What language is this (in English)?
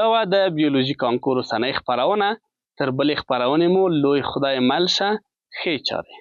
Pashto